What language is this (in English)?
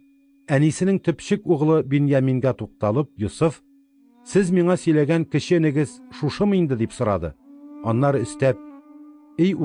Tatar